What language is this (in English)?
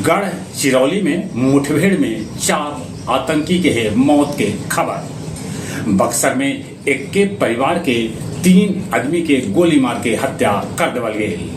Magahi